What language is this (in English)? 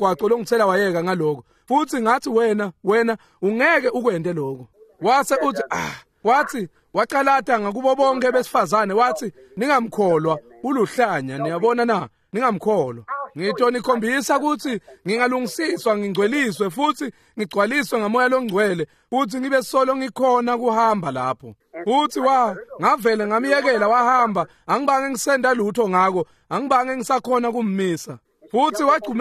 Swati